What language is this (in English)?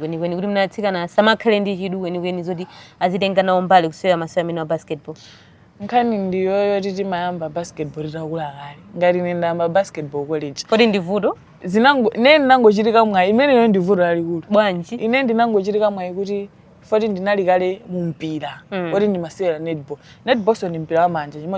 Nyanja